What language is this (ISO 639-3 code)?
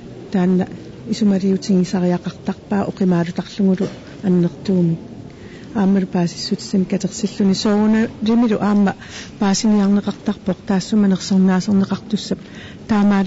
kal